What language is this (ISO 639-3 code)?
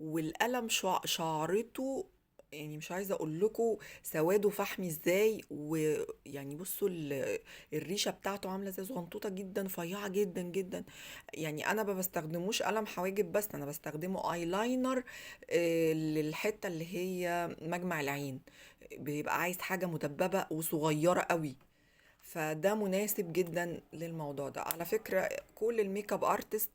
arz